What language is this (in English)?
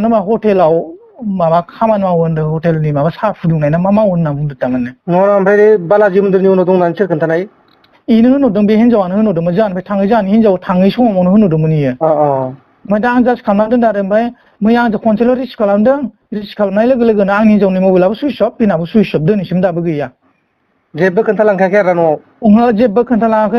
Bodo